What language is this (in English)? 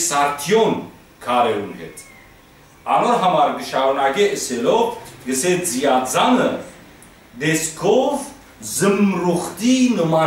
Western Armenian